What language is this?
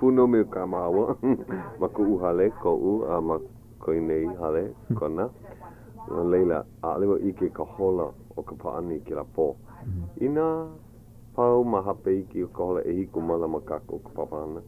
Hawaiian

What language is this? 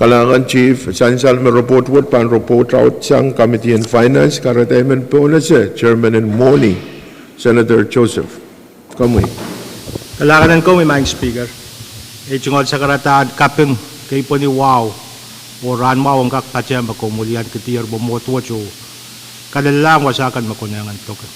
Pohnpeian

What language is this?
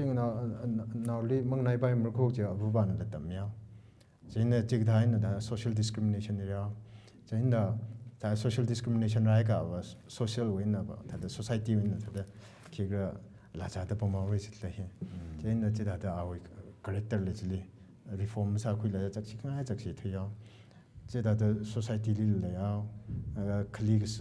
Tangkhul Naga (India)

